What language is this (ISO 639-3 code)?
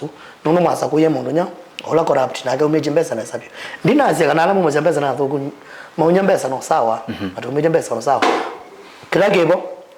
kam